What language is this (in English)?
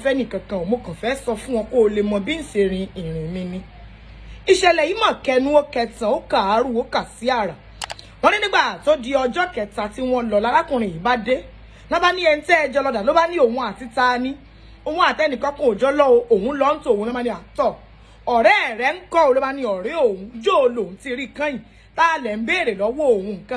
Yoruba